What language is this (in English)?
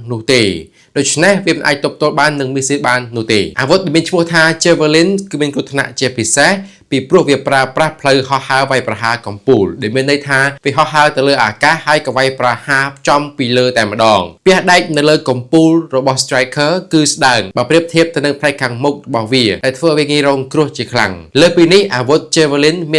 Khmer